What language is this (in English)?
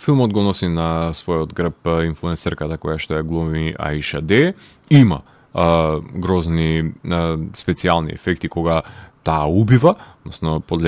Macedonian